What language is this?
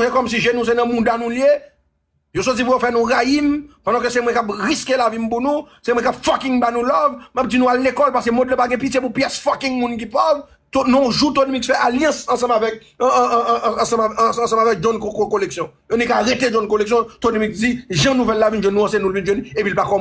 Haitian Creole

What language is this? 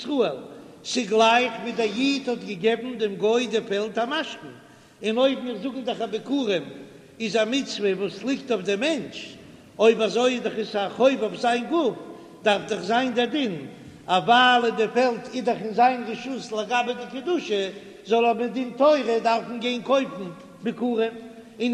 Yiddish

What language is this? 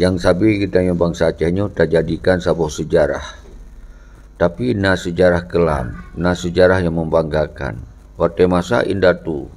Achinese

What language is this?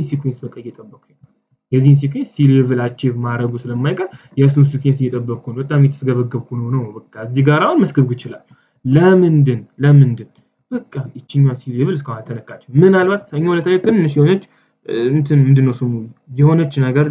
Amharic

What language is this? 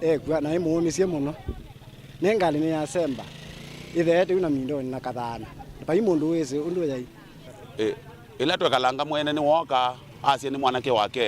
Kamba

